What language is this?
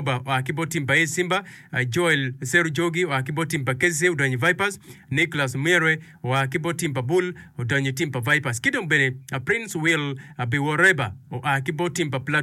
Acoli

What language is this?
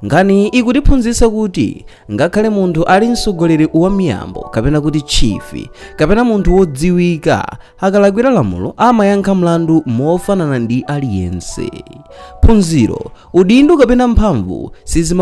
Nyanja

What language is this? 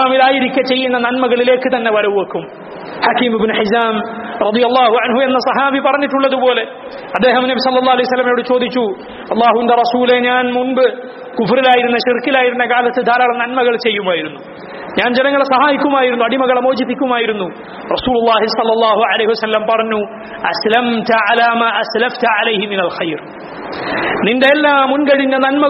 Malayalam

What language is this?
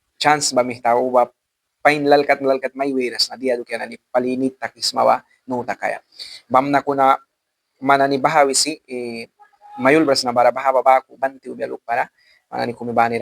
Mískito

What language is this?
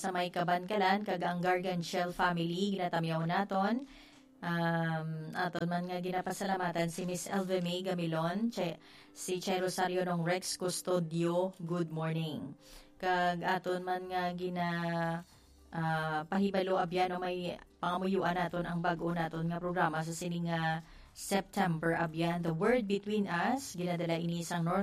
Hiligaynon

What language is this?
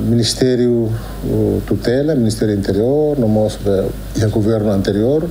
Tetum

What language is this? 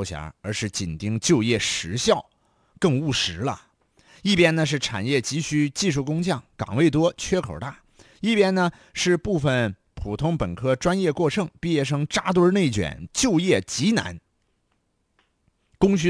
Chinese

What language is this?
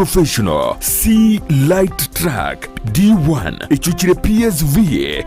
Gusii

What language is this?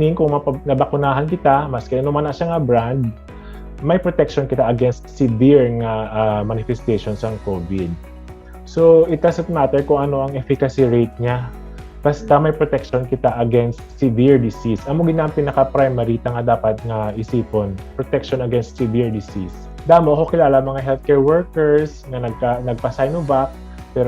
Hiligaynon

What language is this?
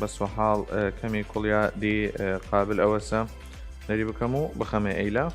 Southern Kurdish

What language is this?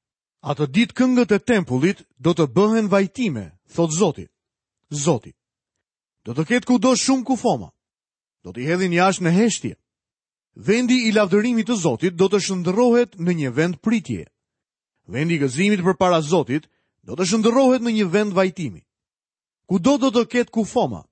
Albanian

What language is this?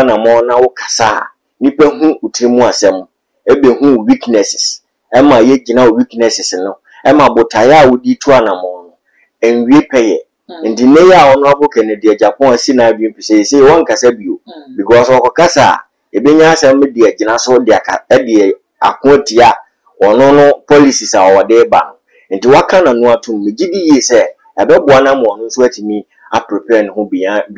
Akan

